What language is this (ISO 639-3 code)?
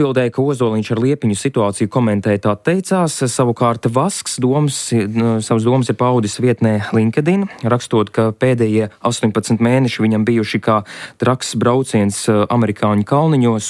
lav